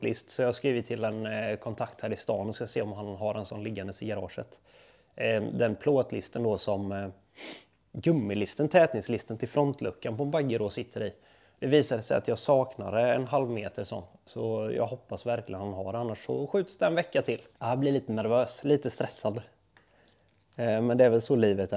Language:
Swedish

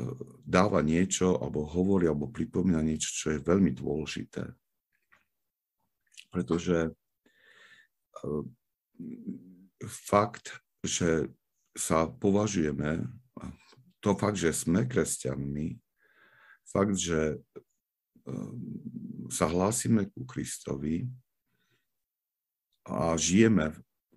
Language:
Slovak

